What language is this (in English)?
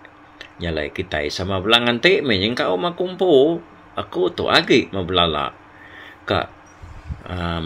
Iban